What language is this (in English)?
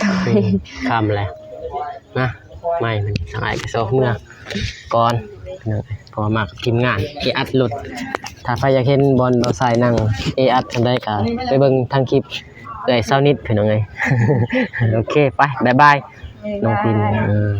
Lao